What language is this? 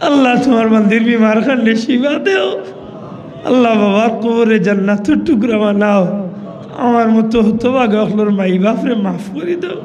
Sylheti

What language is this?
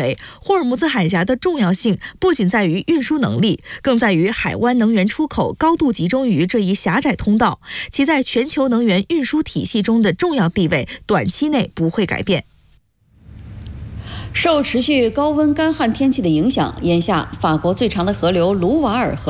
Chinese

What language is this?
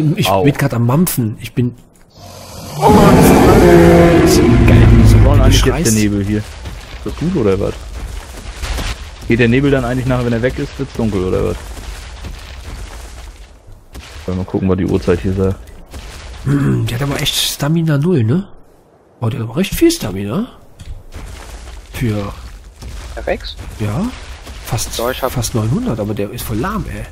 German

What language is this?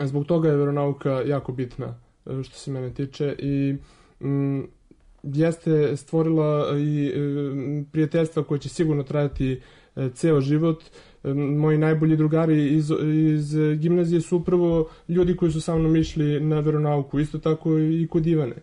Serbian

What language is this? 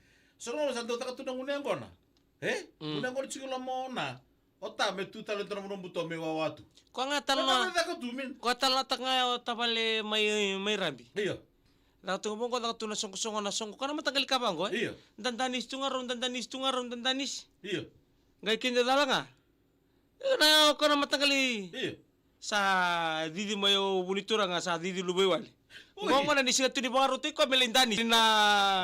Fijian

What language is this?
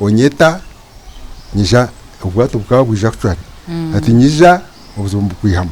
Nyankole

